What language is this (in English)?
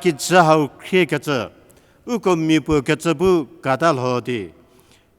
Angami Naga